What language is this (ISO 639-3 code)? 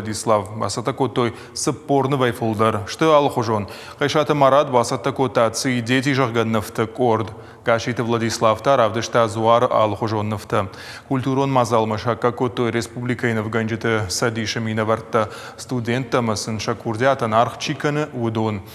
oss